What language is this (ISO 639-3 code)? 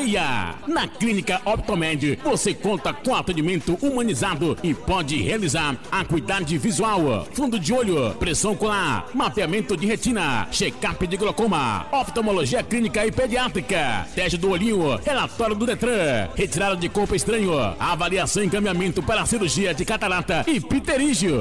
por